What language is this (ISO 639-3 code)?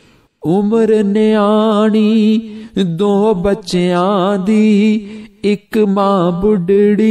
pan